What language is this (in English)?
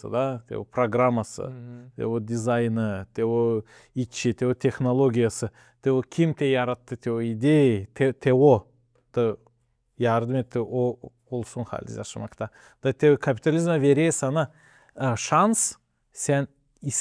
Gagauz